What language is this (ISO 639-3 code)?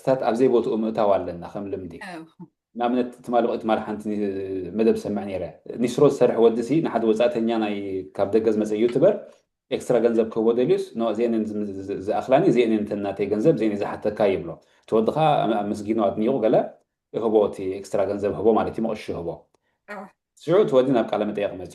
tir